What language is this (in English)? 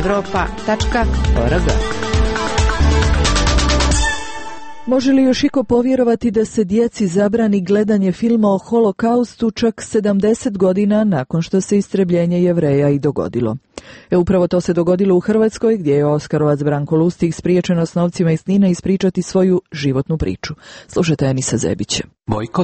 Croatian